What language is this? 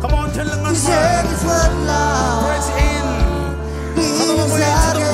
Marshallese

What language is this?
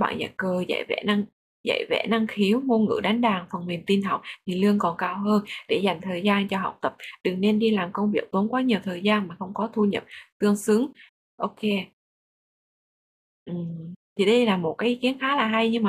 Vietnamese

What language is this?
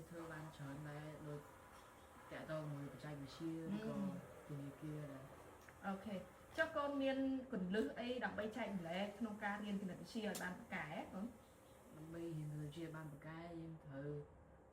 Khmer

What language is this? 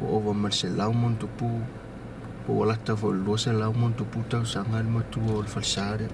Samoan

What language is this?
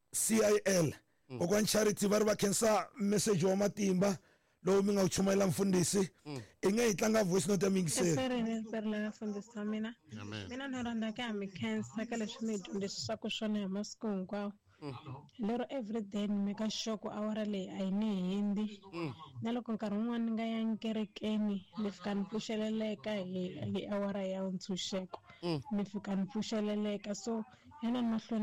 Tsonga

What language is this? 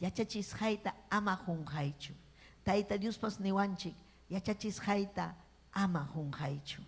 Ayacucho Quechua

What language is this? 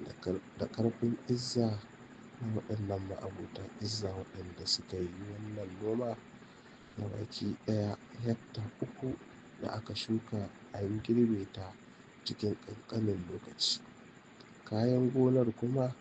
Hausa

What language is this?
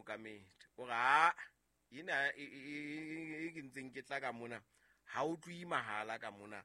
Southern Sotho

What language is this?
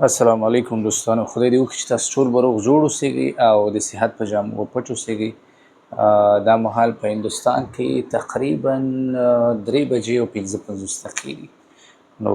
Pashto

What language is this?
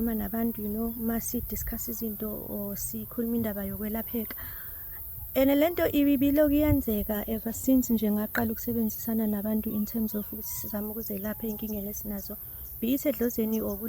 Zulu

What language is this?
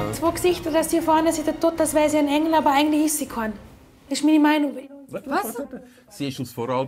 Swiss German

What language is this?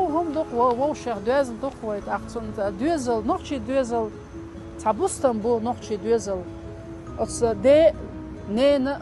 Chechen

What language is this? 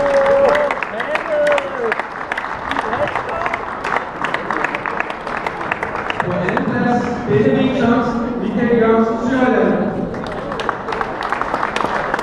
Danish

